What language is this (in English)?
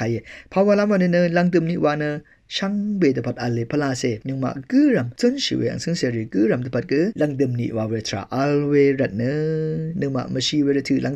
Rawang